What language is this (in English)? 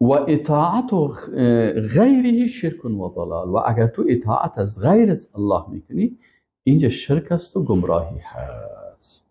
Persian